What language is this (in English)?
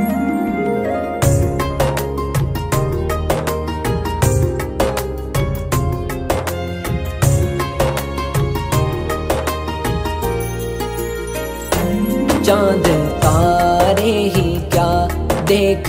Urdu